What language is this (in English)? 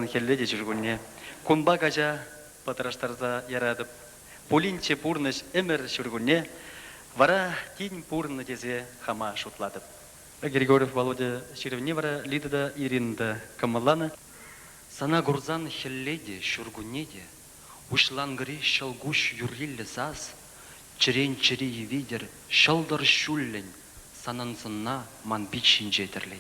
Chuvash